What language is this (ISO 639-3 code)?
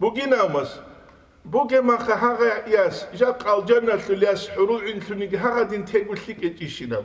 ava